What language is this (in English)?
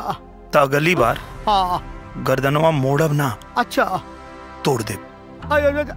Bhojpuri